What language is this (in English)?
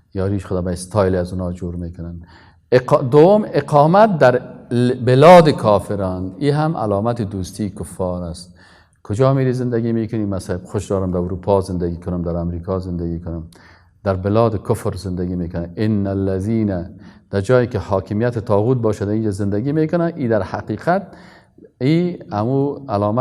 Persian